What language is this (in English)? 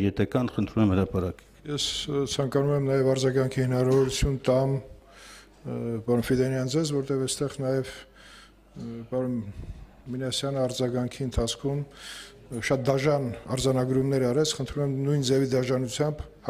Armenian